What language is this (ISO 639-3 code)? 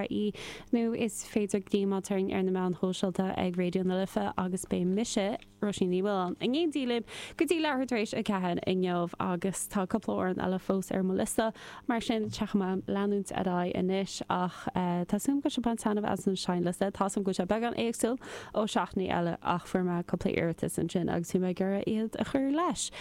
gle